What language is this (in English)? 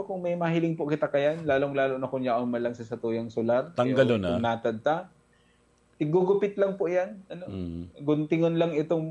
Bikol